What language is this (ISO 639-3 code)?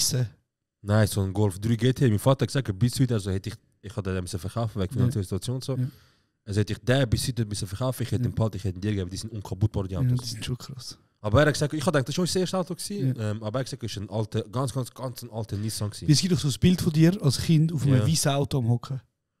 gsw